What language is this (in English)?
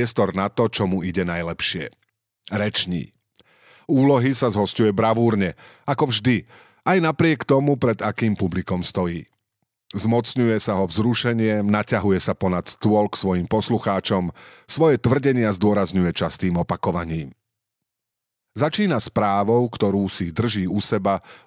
Slovak